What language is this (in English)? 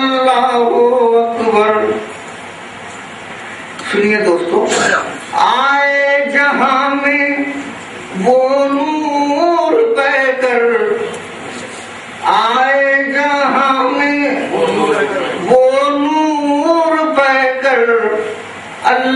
Urdu